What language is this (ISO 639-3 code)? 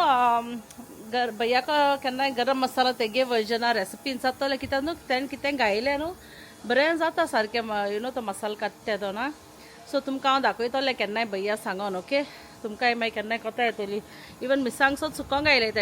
kok